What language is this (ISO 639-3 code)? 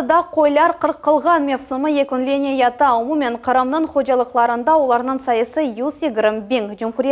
crh